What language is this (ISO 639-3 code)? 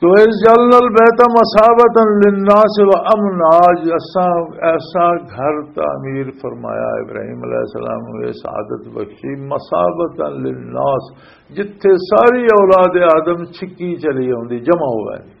lah